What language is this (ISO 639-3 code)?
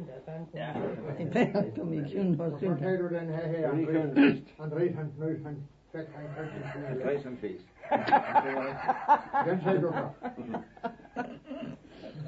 dan